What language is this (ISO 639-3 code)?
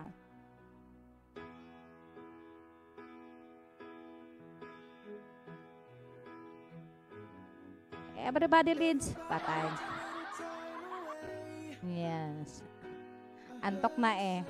fil